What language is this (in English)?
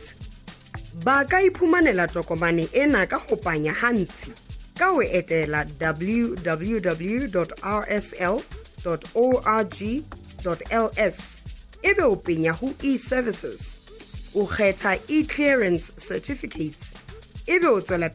Southern Sotho